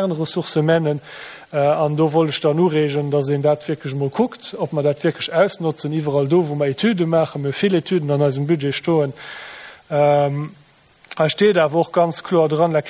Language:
Luxembourgish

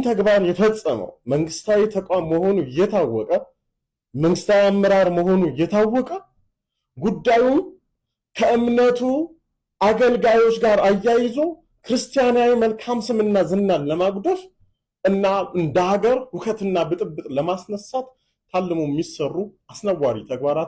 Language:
Amharic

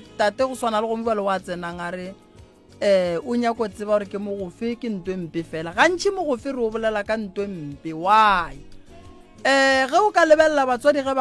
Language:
Northern Sotho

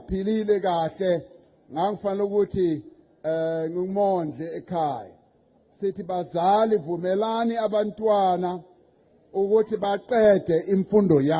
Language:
Zulu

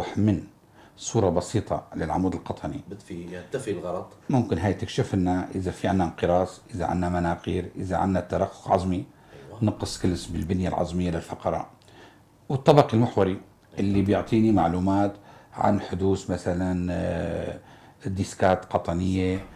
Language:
North Levantine Arabic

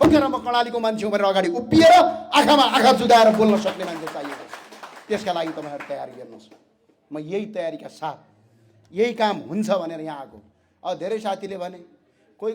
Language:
Nepali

